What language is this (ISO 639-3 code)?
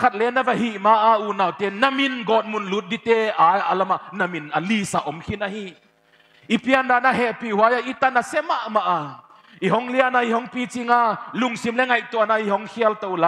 pck